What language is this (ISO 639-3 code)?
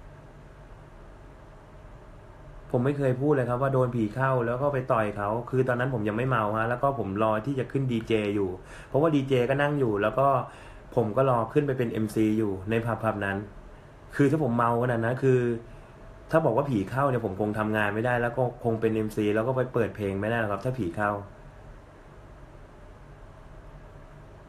tha